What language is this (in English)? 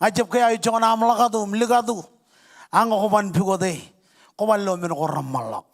Marshallese